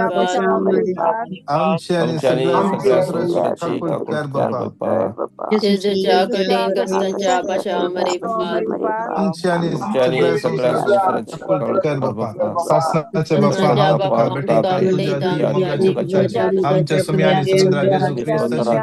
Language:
Konkani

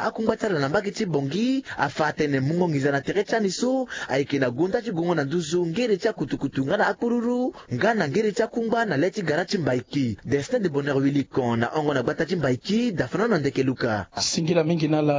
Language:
Sango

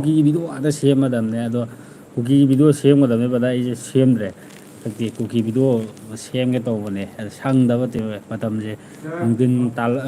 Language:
Manipuri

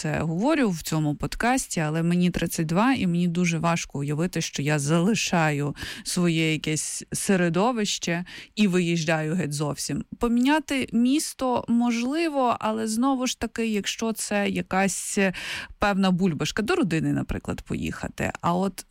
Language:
Ukrainian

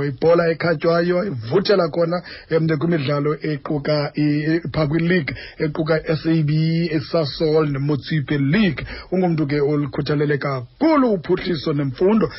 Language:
Xhosa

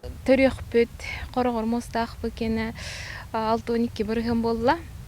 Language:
Yakut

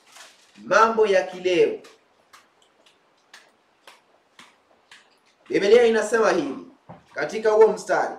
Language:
Swahili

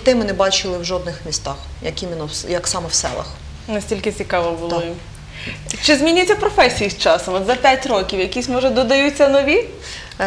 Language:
Ukrainian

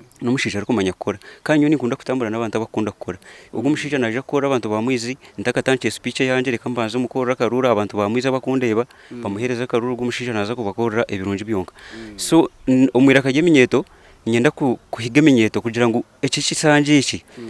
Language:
Nyankole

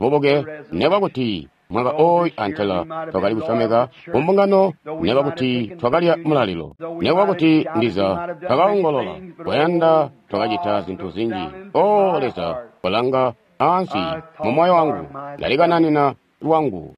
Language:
Tonga (Zambia)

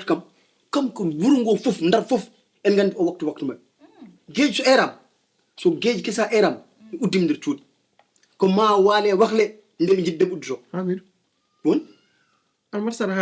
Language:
Fula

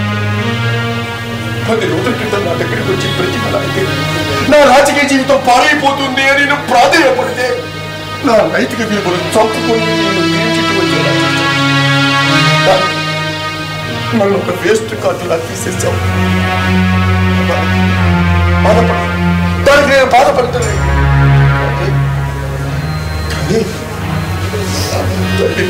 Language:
Telugu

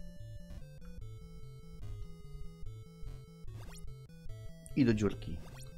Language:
Polish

